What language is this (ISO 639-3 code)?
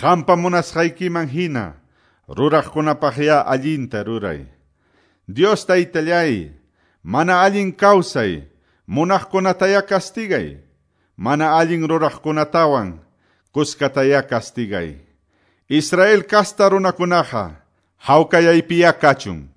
que